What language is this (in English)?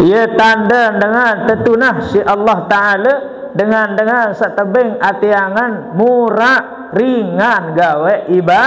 Sasak